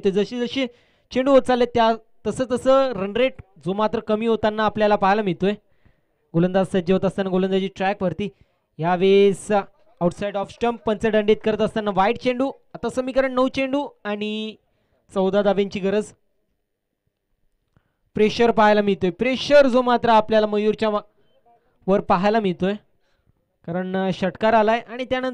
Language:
Marathi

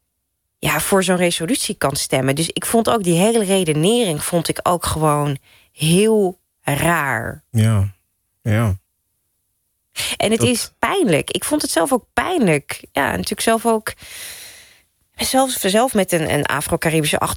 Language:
Dutch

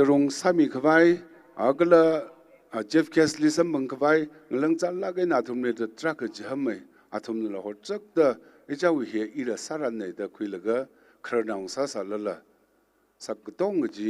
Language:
Tangkhul Naga (India)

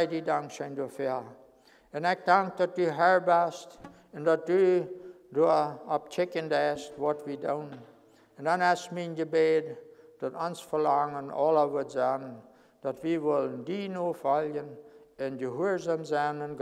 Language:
Plautdietsch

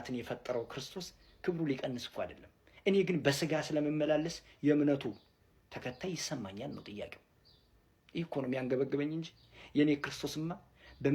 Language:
Amharic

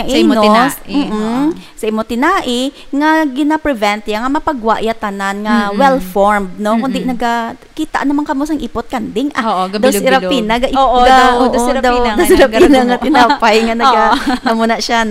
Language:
Hiligaynon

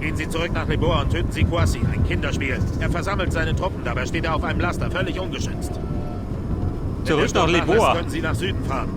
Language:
Bavarian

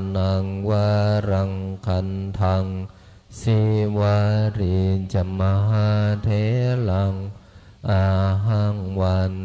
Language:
Pali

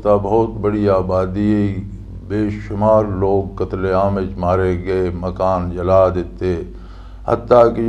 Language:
Western Panjabi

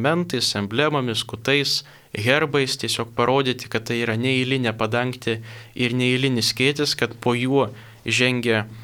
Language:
Lithuanian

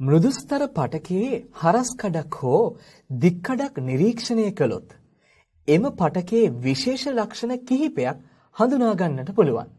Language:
Sinhala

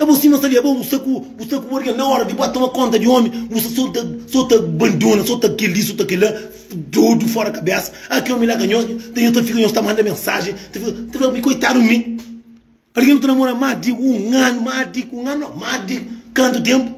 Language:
Kabuverdianu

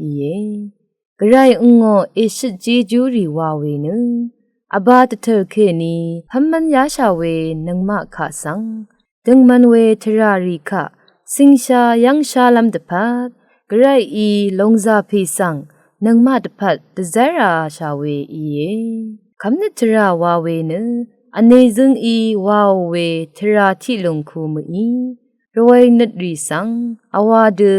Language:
Rawang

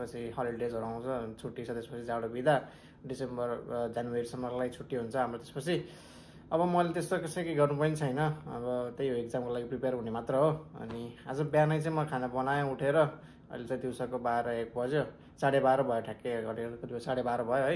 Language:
Nepali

